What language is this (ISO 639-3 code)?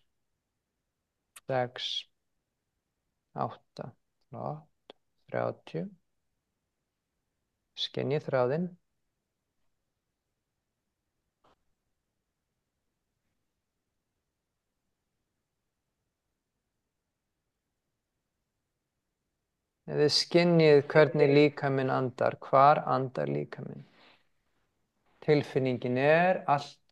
isl